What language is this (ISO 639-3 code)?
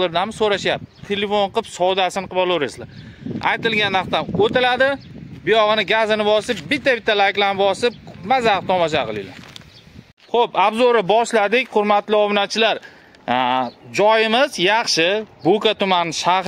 uzb